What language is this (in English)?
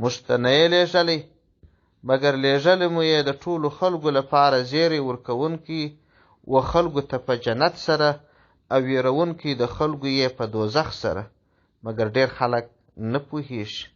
Pashto